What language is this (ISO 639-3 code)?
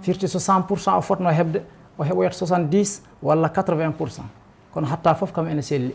ful